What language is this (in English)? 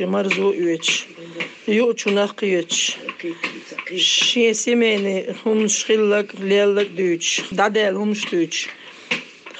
Chechen